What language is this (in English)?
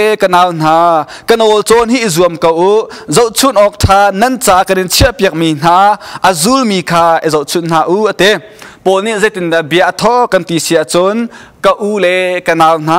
Hakha Chin